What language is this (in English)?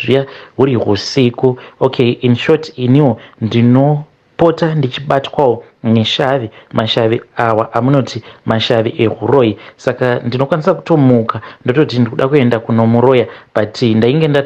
Shona